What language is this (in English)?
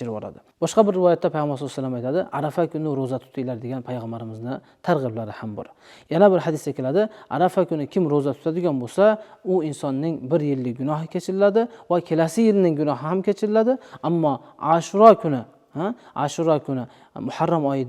Uzbek